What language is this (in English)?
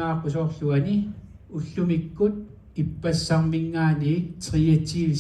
Kalaallisut